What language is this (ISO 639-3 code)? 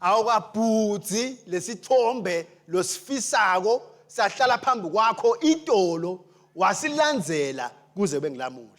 ssw